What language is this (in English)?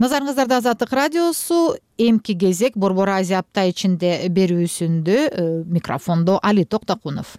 Kyrgyz